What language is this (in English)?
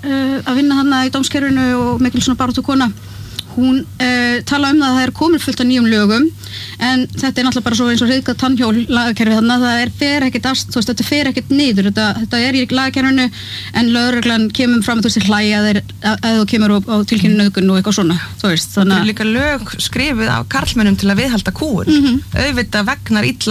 Icelandic